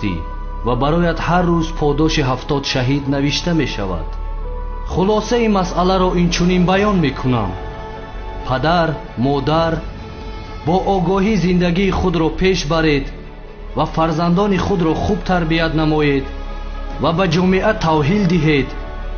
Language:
Tajik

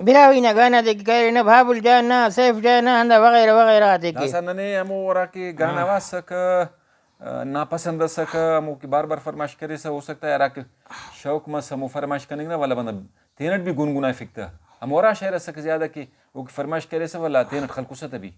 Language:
Brahui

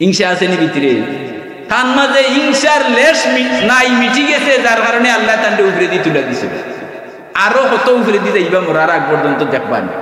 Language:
Sylheti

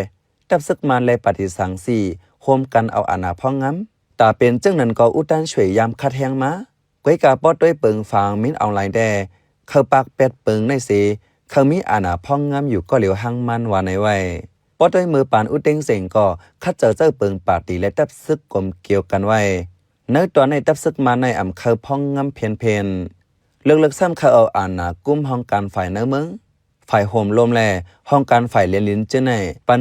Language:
Shan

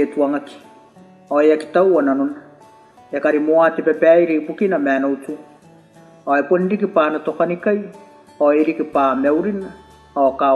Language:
Gilbertese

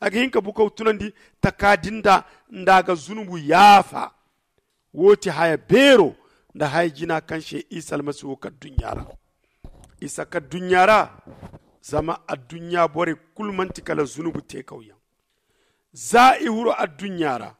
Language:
Zarma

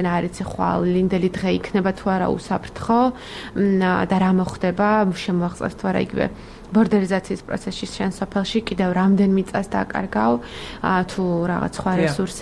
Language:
Georgian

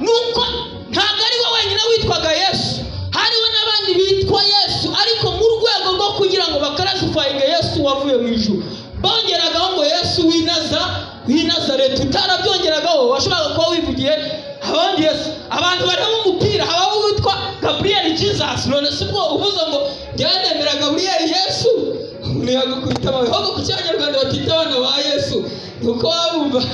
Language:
Kinyarwanda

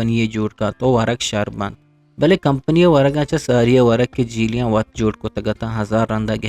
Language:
Eastern Balochi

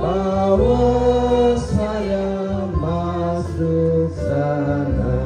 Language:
Toraja-Sa'dan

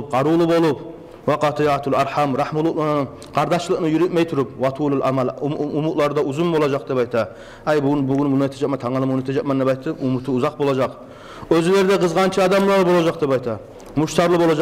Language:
Kumyk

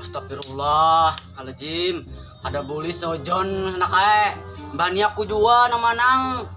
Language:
Banjar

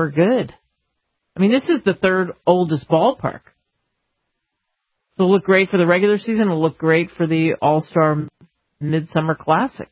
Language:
English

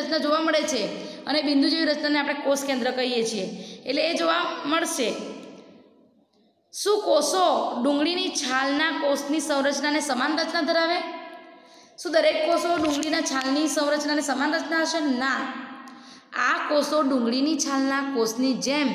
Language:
Gujarati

